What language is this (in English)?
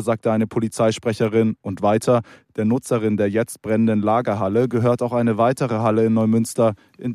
German